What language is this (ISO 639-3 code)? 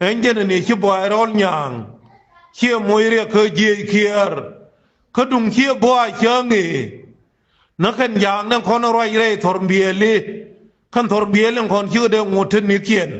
nus